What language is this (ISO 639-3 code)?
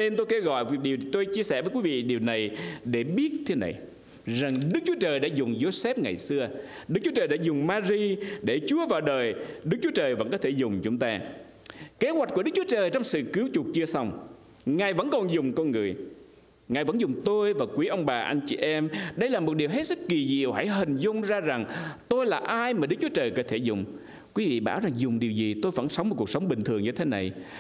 vie